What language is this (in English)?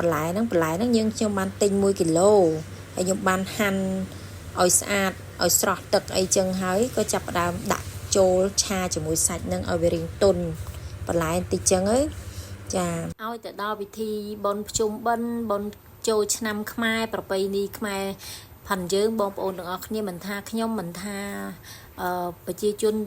Khmer